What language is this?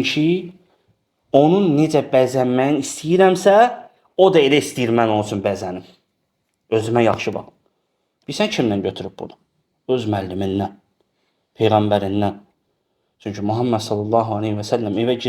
Azerbaijani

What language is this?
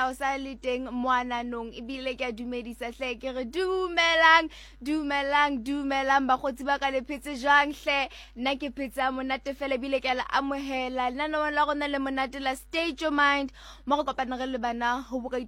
Southern Sotho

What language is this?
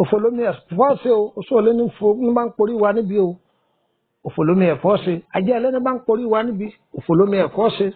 Yoruba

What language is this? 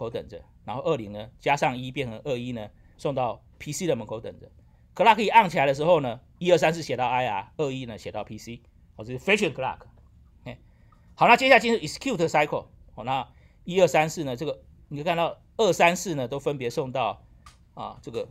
Chinese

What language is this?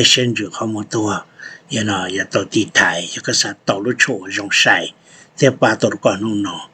Hmong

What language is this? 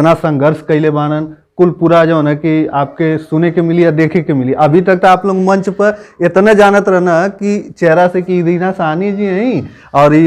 Bhojpuri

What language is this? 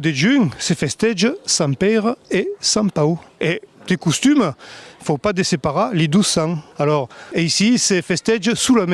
Occitan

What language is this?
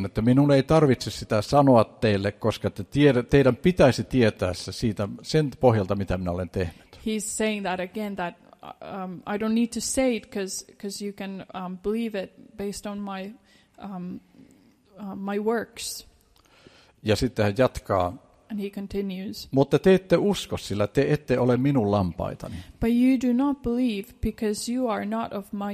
Finnish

